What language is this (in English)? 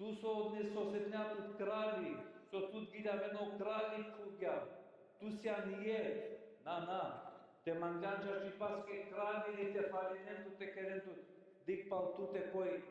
Balkan Romani